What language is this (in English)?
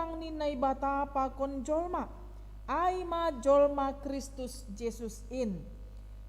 Batak Simalungun